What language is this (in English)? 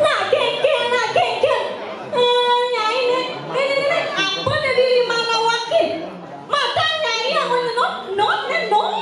Balinese